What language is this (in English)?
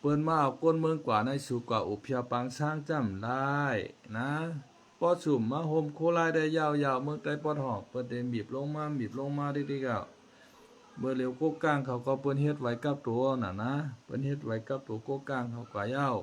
Shan